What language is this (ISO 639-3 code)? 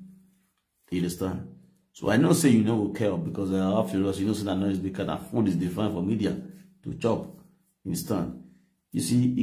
pcm